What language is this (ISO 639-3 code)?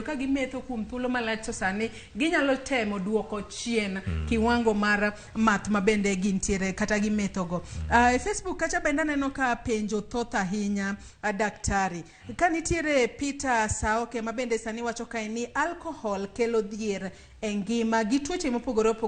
luo